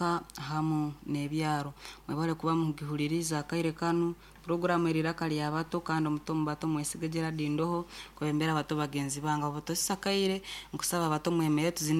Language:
Nyoro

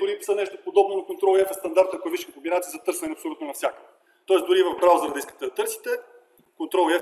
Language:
Bulgarian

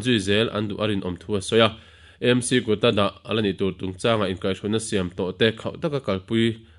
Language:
Mizo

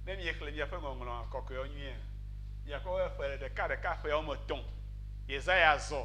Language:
Ewe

